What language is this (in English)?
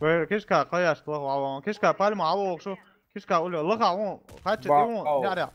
Chechen